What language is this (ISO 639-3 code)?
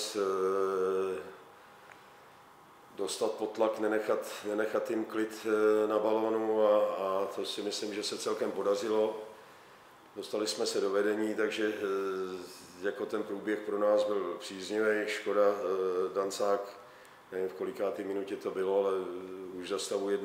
ces